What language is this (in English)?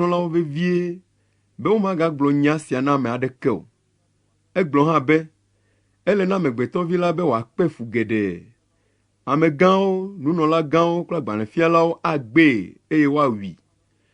Ewe